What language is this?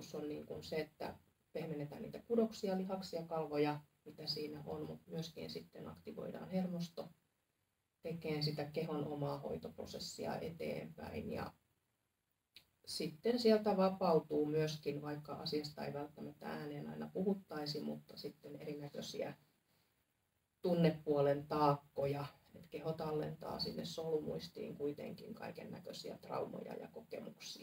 Finnish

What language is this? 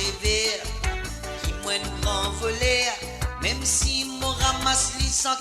Morisyen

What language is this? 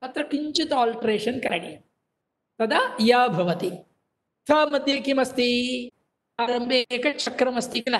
Sanskrit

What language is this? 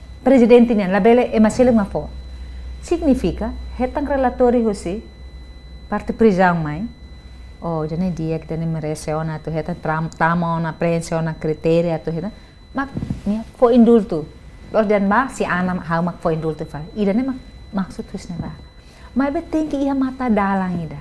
Tetum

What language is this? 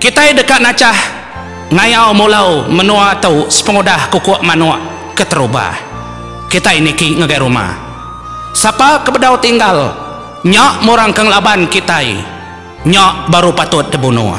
Iban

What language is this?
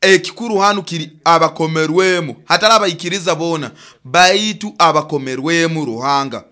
Nyoro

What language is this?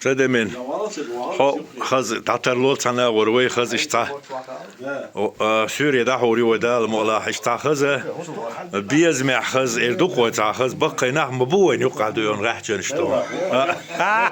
Chechen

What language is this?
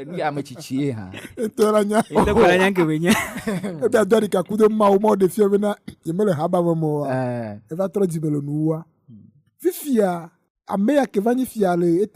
Ewe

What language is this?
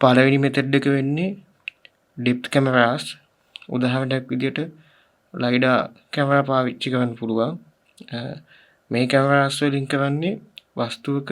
Sinhala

